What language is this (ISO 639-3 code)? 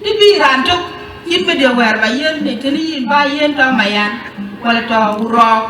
din